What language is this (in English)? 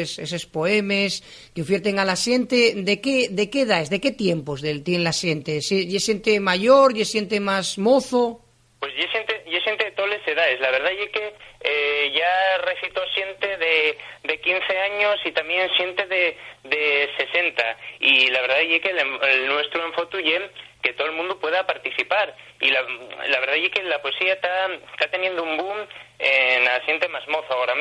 Asturian